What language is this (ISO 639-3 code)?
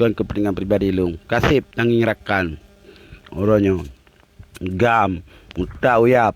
ace